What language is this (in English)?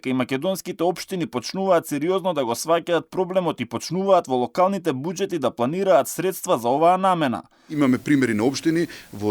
Macedonian